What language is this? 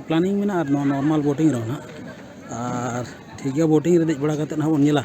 Santali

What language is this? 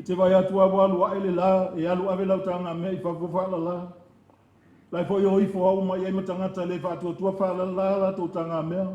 Samoan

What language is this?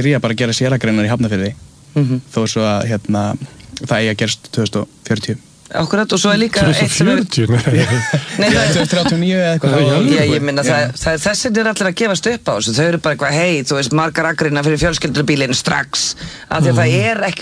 Icelandic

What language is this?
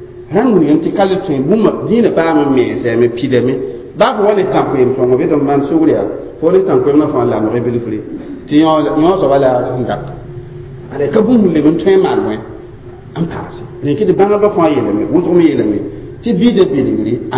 Mossi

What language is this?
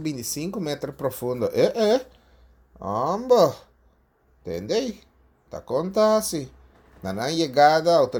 Papiamento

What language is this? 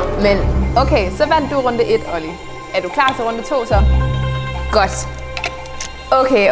Danish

